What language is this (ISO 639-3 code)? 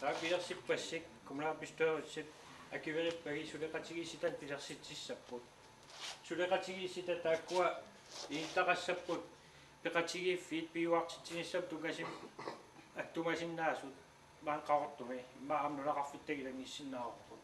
kal